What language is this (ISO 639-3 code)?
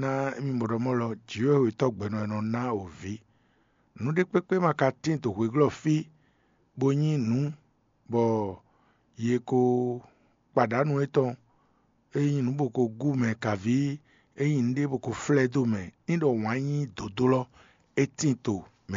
fon